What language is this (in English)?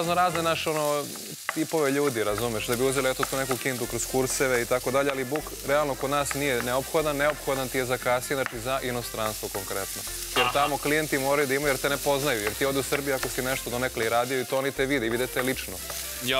Serbian